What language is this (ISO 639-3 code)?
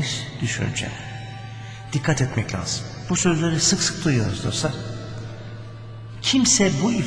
tur